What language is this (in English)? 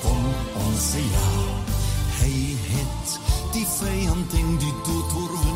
Afrikaans